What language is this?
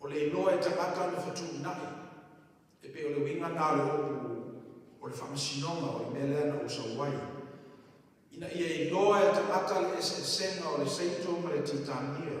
Samoan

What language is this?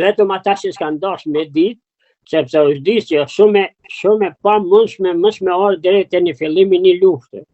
Albanian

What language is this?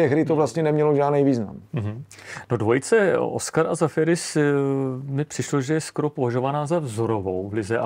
Czech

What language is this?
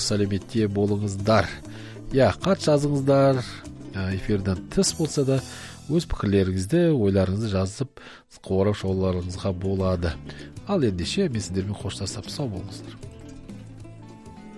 Kazakh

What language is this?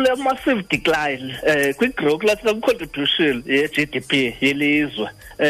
Xhosa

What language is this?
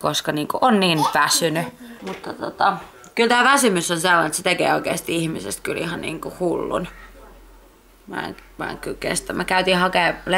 Finnish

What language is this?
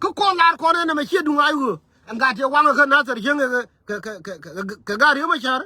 Nuer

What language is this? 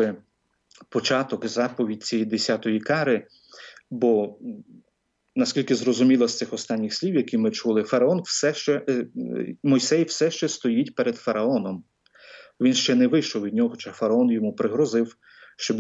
Ukrainian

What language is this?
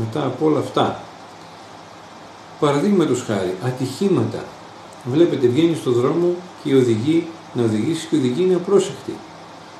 Greek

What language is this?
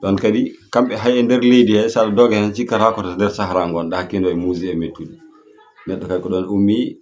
Fula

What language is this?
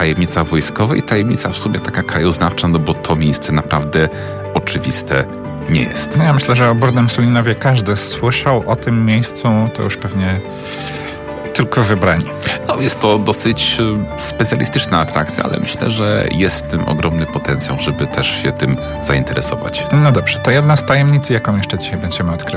Polish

